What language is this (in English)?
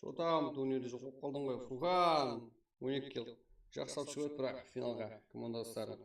Kara-Kalpak